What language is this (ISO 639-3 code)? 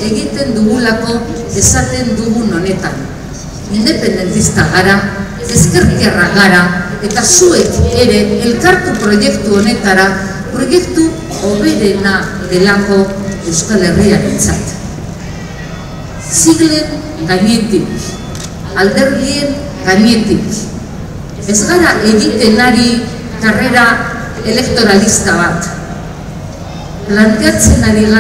eus